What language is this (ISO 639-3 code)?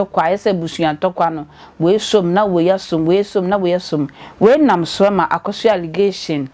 aka